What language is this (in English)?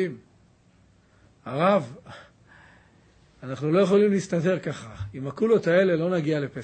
Hebrew